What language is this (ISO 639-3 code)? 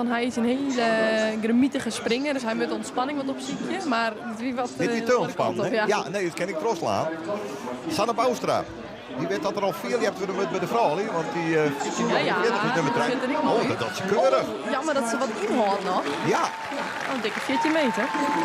fry